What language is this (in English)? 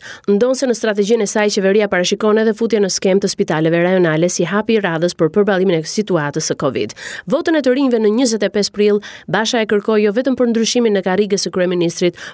Albanian